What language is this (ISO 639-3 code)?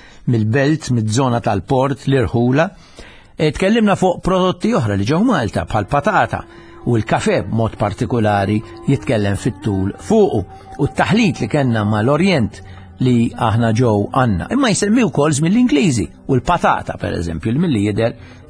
mlt